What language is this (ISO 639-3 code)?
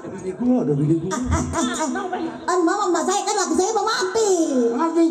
bew